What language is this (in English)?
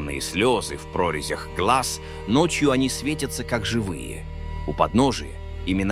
Russian